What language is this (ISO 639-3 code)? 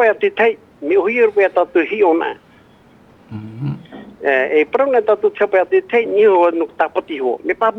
tah